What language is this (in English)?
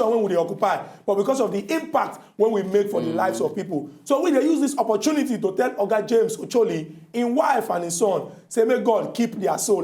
Nigerian Pidgin